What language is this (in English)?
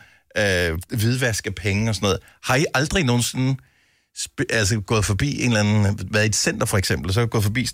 Danish